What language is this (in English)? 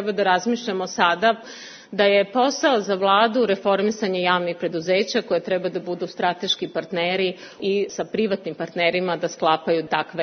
Serbian